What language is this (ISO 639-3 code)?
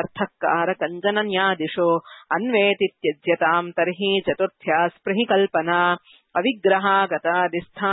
san